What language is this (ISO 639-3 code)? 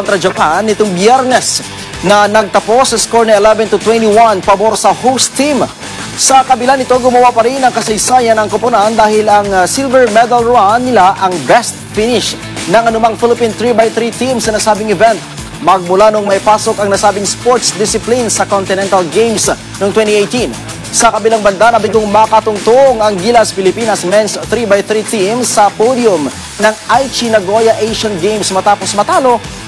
fil